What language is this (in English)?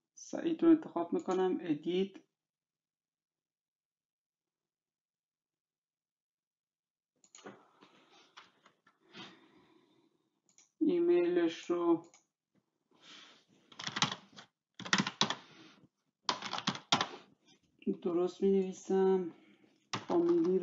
Persian